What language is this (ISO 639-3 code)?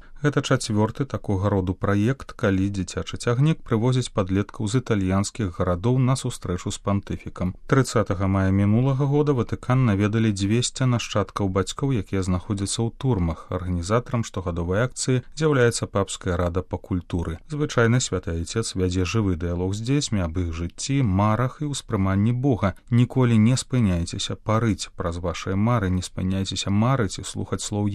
bel